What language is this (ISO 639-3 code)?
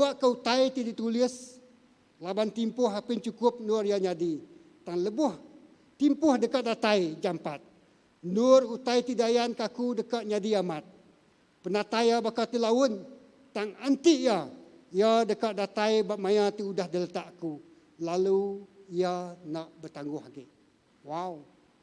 iba